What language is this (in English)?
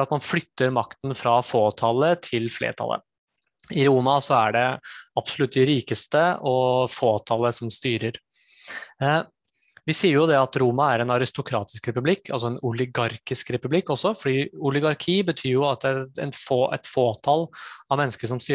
Norwegian